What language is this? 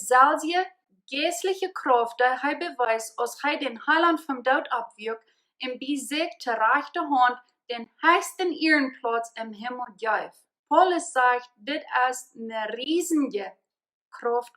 Plautdietsch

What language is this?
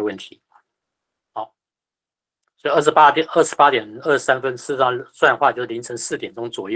Chinese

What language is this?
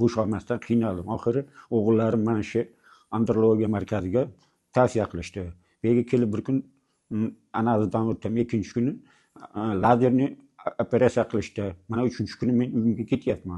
Uzbek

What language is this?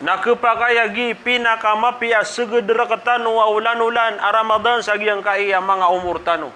Maranao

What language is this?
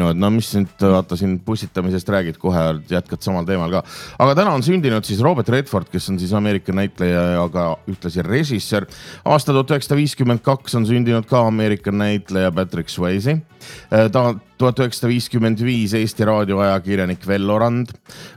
Estonian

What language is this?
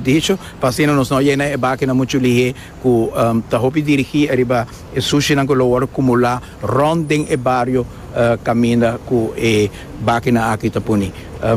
Papiamento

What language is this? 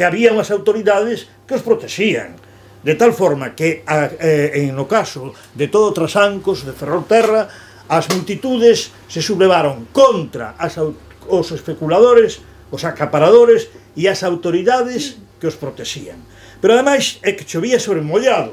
Galician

